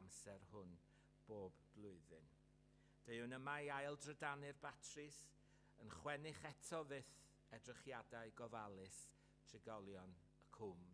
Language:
Welsh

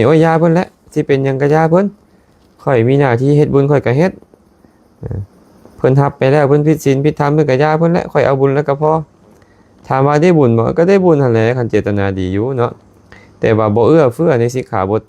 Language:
Lao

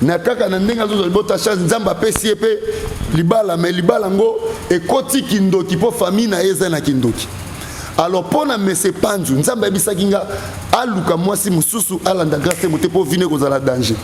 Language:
Lingala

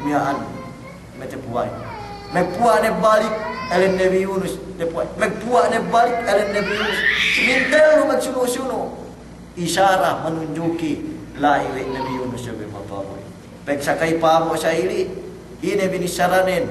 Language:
Yakan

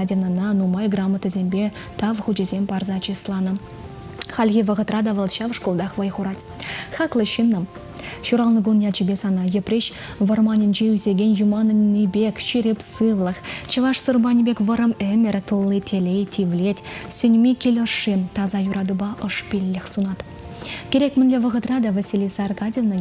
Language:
Chuvash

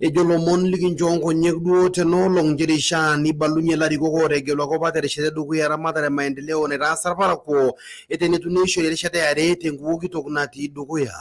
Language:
Masai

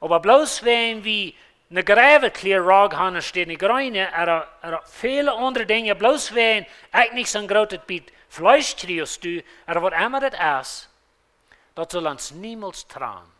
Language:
Plautdietsch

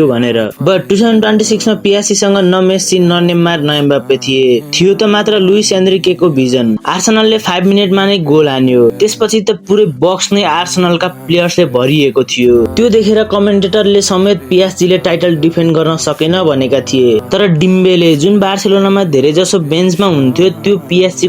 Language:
Nepali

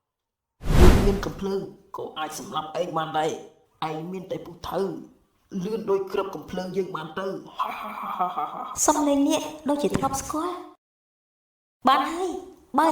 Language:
Khmer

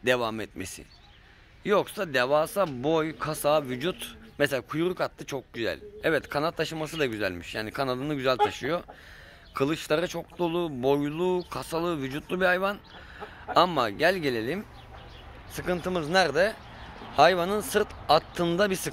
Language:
Turkish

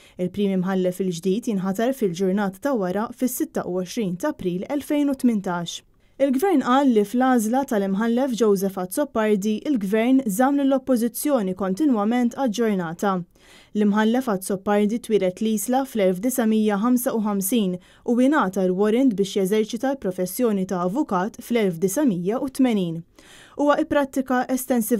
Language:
Maltese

